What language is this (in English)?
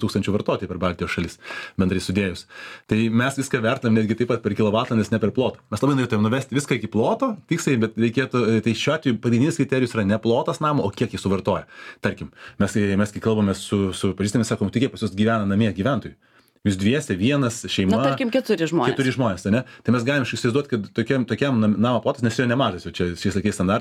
Lithuanian